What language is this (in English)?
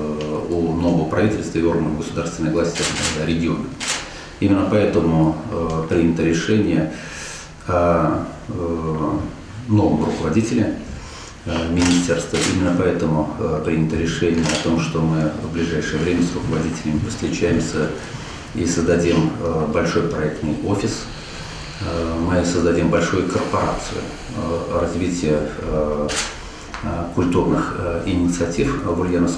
Russian